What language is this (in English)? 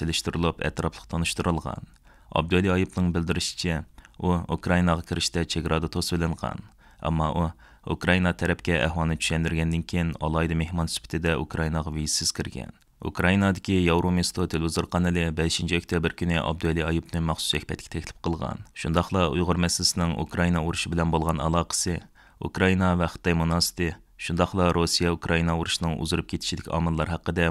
Uyghur